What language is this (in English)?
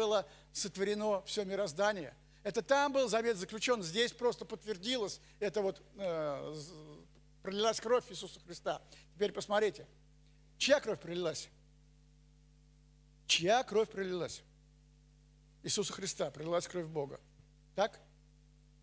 Russian